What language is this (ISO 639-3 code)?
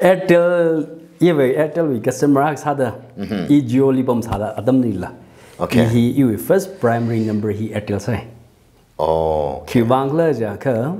nmf